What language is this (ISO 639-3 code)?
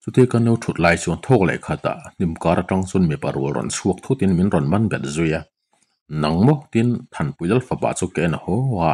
lus